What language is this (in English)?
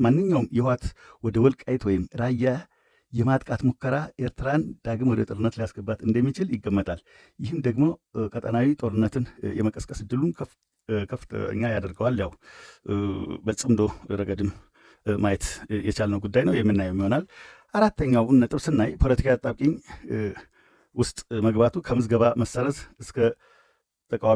Amharic